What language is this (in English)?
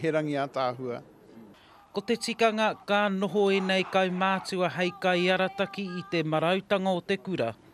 Māori